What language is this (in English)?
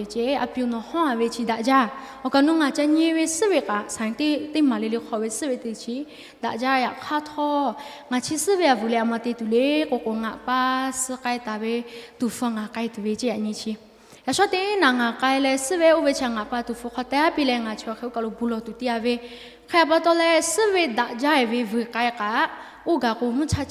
Lahu